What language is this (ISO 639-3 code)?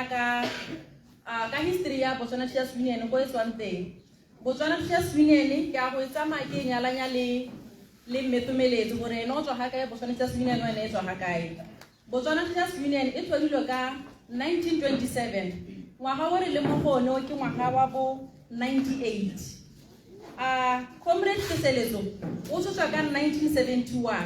tsn